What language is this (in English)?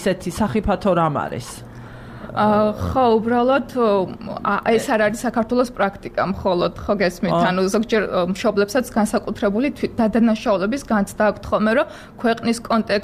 Georgian